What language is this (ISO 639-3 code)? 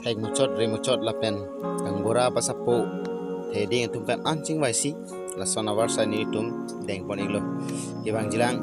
mjw